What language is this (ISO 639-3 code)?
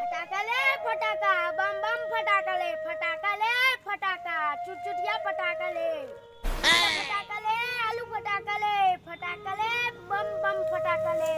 hne